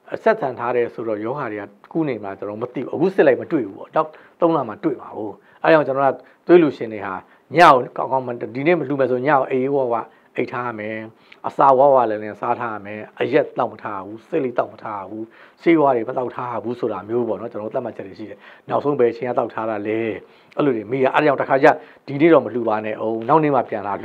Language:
Burmese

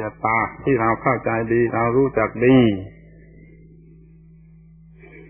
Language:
Thai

